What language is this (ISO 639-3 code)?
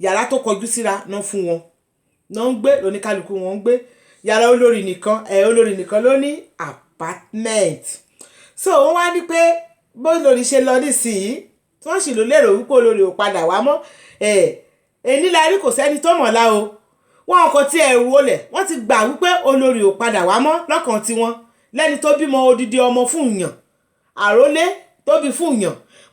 yor